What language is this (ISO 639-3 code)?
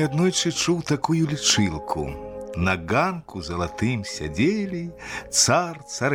bel